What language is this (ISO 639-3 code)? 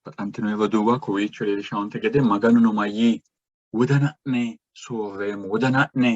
sid